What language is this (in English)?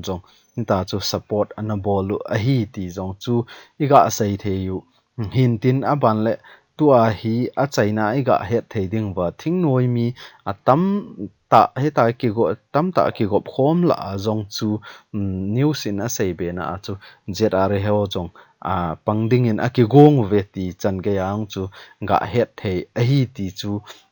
Thado Chin